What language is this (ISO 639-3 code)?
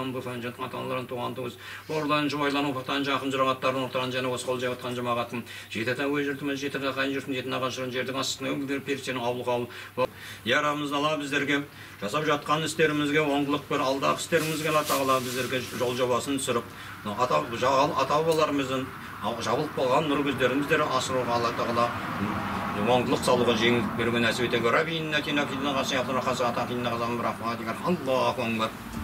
kaz